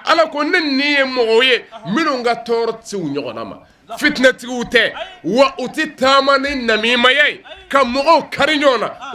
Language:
Bambara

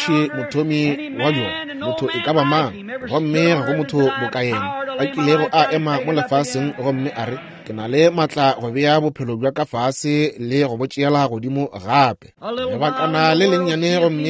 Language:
Northern Sotho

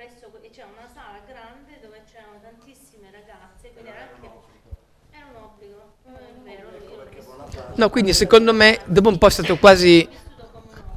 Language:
Italian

